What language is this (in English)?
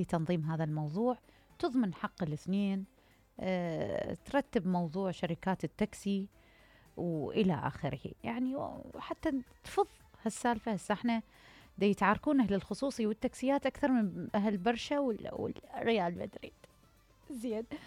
Mesopotamian Arabic